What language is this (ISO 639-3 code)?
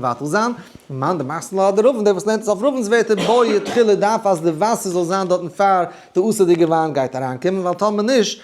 yid